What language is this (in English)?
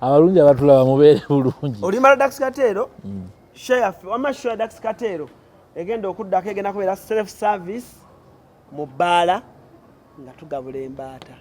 Ganda